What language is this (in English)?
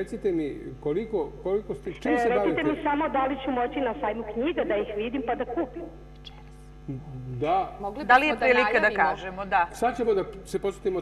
Serbian